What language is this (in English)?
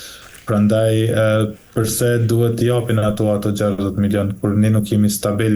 Albanian